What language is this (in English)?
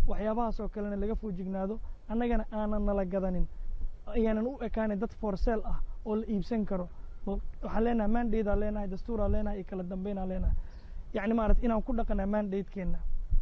Somali